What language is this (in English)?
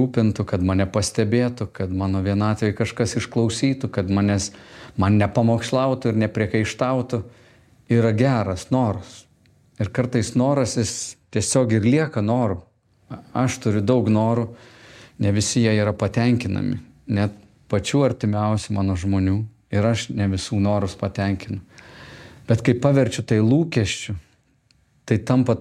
Lithuanian